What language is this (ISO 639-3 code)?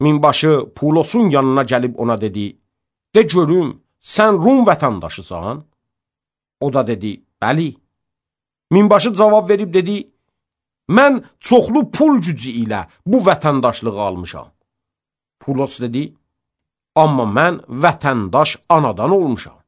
aze